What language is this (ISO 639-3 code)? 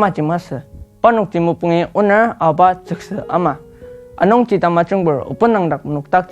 njo